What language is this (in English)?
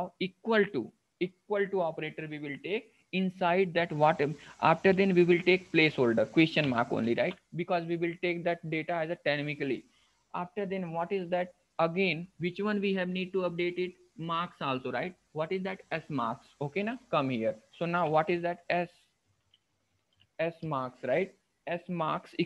English